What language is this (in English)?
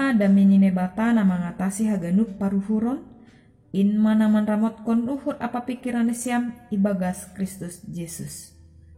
Batak Simalungun